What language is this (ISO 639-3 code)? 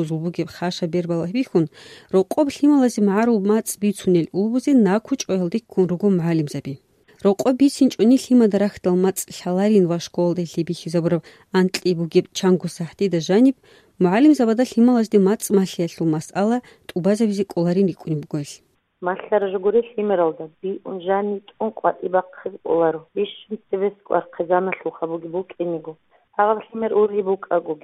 ava